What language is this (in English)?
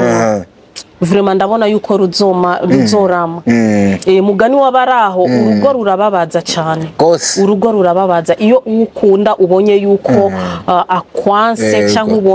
Rundi